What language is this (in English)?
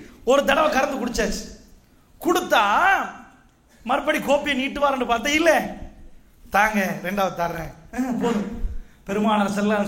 Tamil